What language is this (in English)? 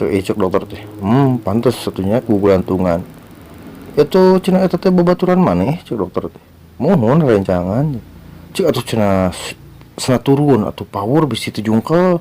Sundanese